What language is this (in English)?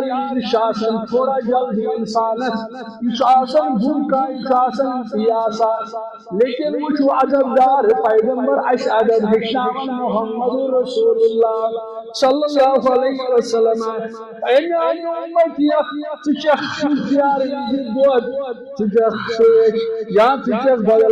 Kashmiri